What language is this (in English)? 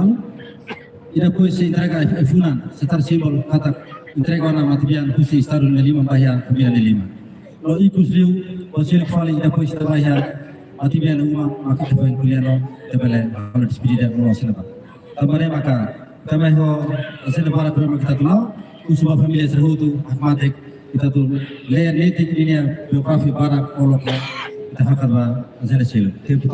Tetum